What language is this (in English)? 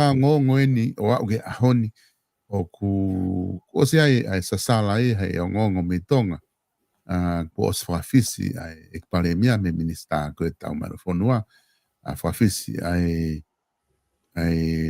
Tongan